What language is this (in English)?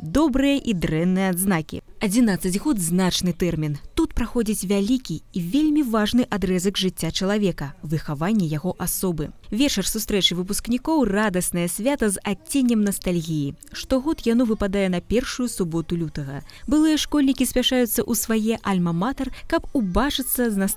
Belarusian